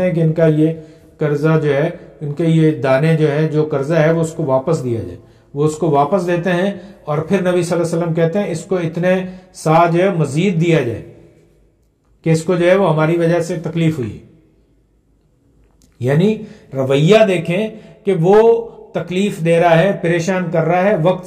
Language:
Urdu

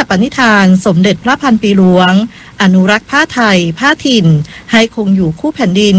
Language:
Thai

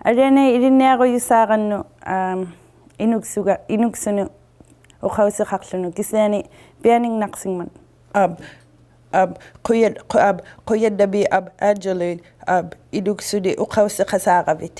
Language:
Inuktitut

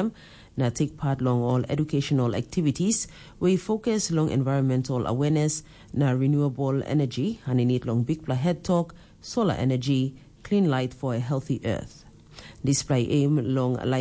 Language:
Tok Pisin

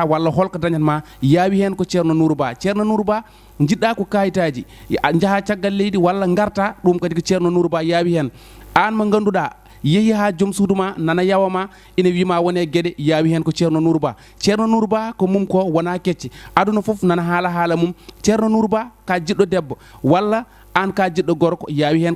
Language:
Fula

